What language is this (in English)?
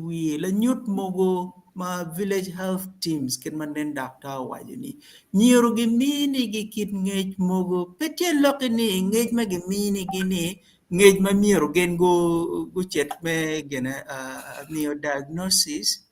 Acoli